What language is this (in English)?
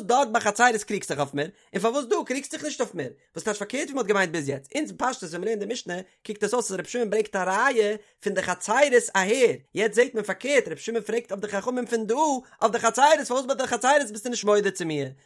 Yiddish